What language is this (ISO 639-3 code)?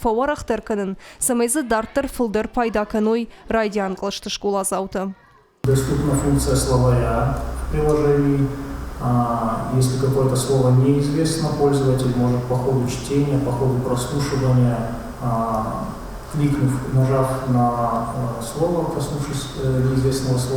oss